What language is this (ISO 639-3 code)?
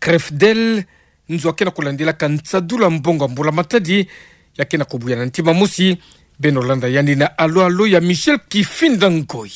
ktu